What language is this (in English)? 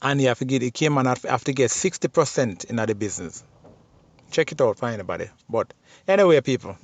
Jamaican Creole English